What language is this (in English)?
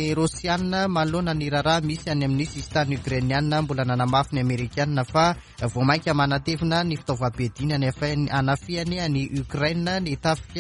Malagasy